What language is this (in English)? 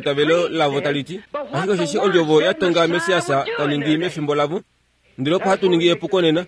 Kuanyama